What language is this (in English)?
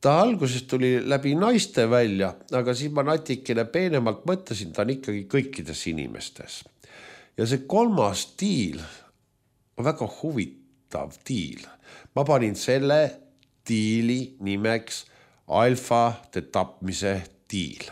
Estonian